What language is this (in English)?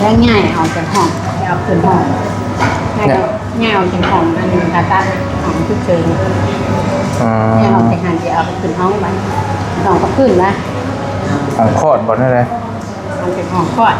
Lao